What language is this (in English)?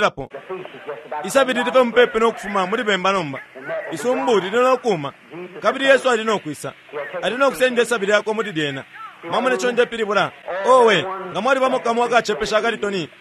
Bemba